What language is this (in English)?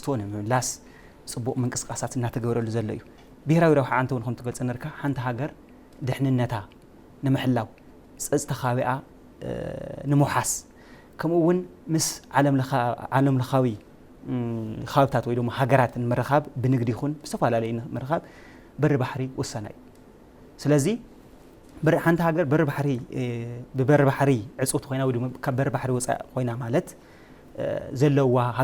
Tigrinya